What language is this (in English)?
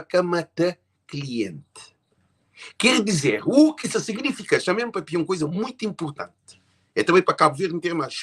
Kabuverdianu